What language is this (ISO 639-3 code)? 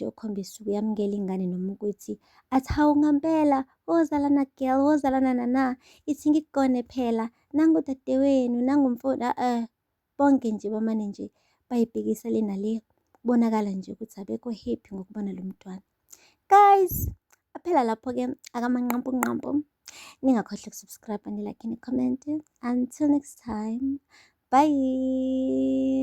zul